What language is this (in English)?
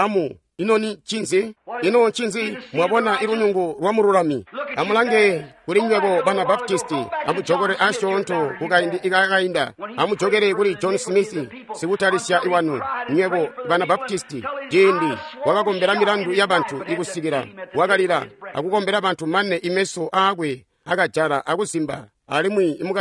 Tonga (Zambia)